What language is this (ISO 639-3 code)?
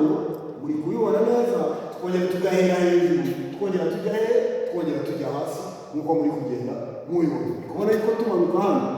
kin